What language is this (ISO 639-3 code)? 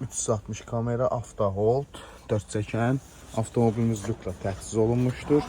aze